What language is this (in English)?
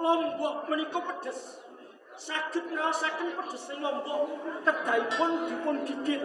Javanese